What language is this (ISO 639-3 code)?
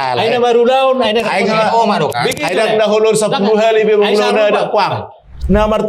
bbc